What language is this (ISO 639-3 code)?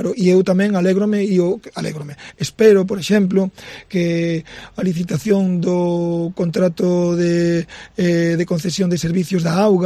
glg